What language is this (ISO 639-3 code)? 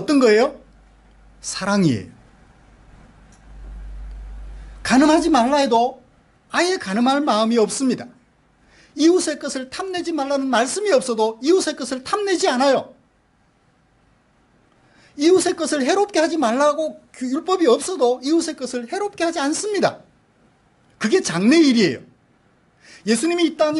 kor